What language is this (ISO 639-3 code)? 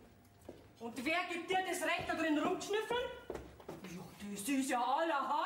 bar